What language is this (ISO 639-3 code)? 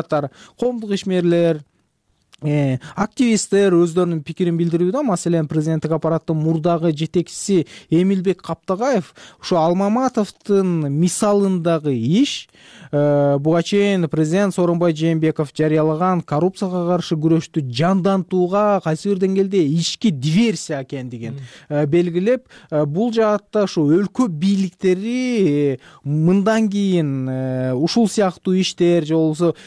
kir